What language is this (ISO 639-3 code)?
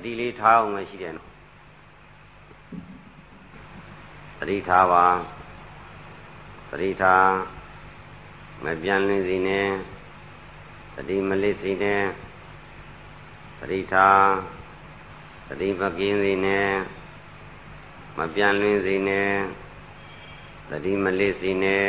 mya